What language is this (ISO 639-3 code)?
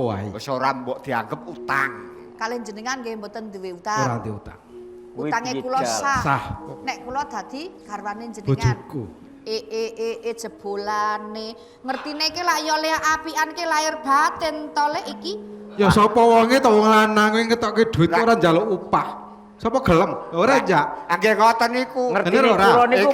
jav